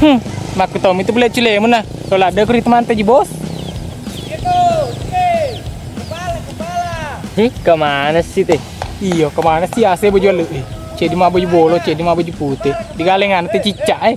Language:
Buginese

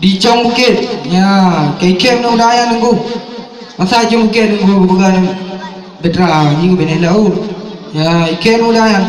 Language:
Achinese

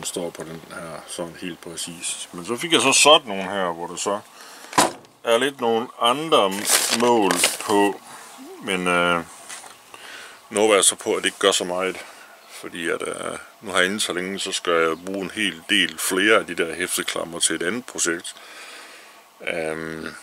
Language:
Danish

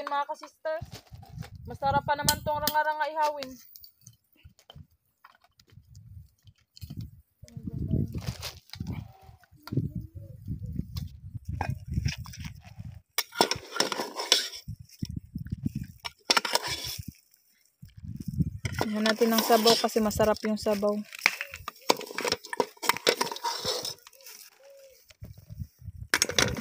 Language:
Filipino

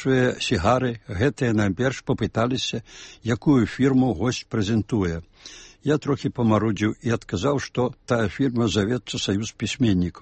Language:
Belarusian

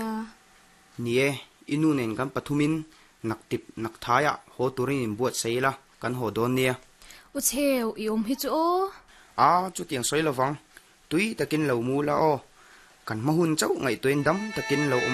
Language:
Mizo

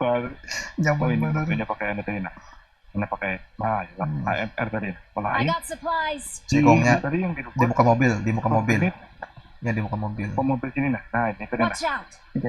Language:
Banjar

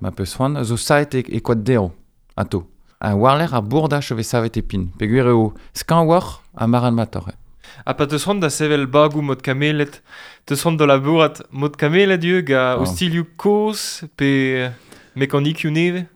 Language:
Breton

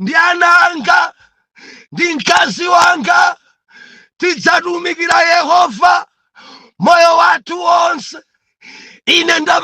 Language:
Nyanja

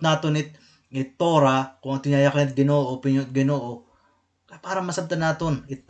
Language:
Waray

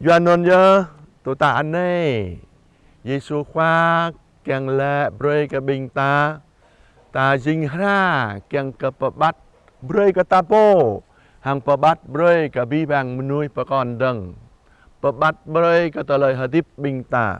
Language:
Jarai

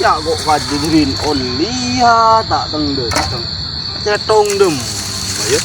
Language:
Madurese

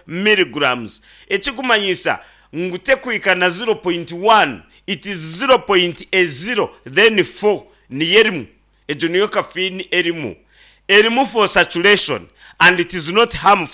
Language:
Nyankole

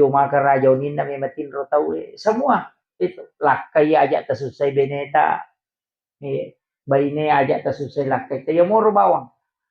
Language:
Buginese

